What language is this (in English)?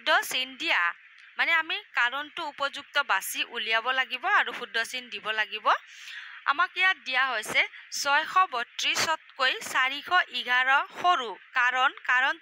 Assamese